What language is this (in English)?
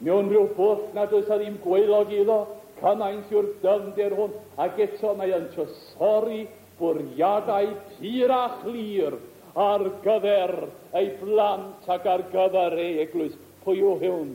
Welsh